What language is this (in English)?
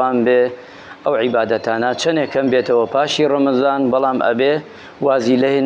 Central Kurdish